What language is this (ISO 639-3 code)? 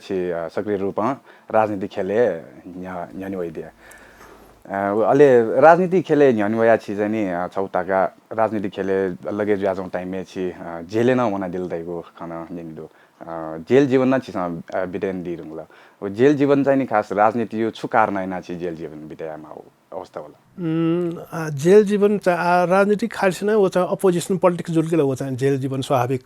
new